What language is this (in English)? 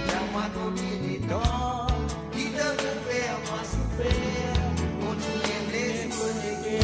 Morisyen